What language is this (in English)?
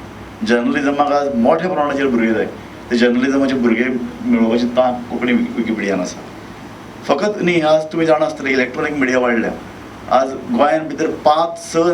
Konkani